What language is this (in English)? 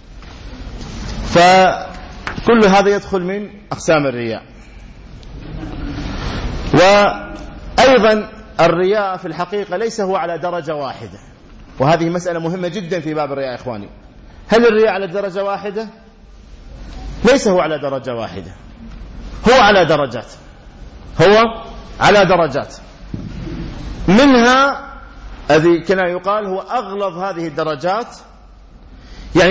Arabic